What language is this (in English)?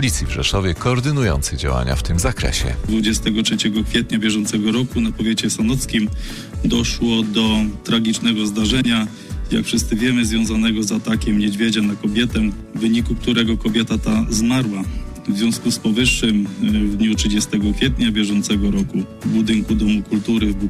Polish